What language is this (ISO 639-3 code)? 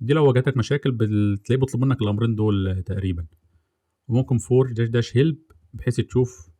arz